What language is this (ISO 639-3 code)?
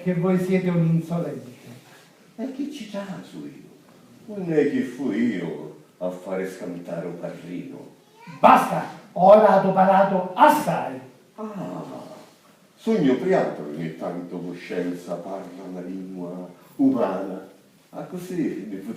scn